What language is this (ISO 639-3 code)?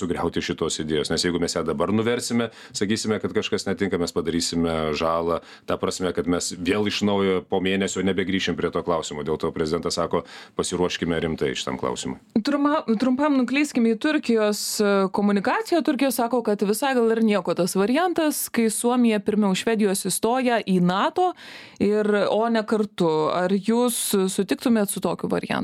lit